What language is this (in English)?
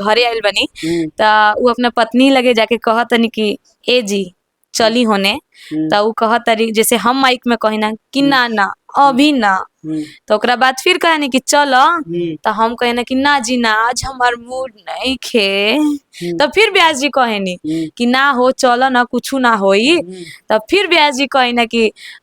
Bhojpuri